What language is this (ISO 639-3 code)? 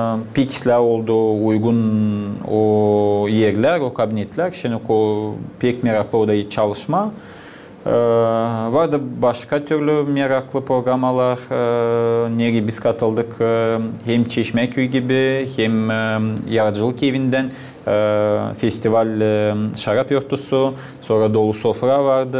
gag